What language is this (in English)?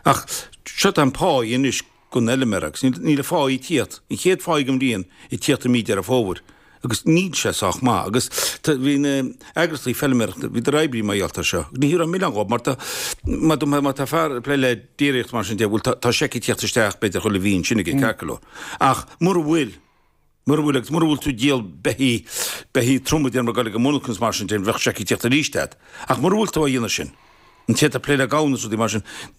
Irish